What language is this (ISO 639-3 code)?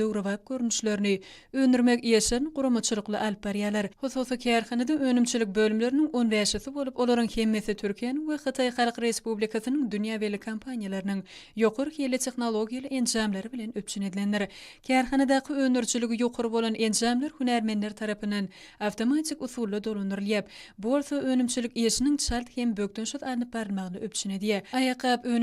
tuk